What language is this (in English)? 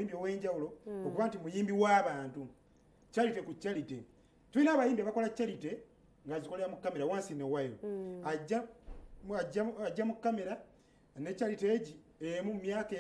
Ganda